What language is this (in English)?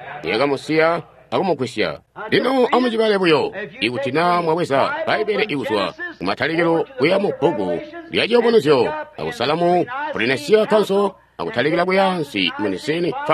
Tonga (Zambia)